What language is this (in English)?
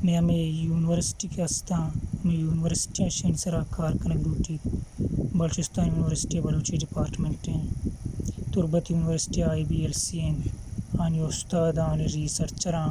Baluchi